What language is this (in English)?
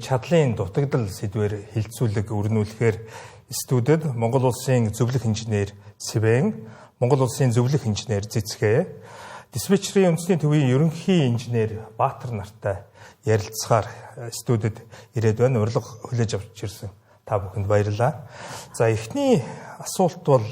Mongolian